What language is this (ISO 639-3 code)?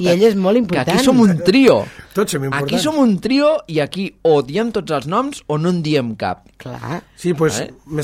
cat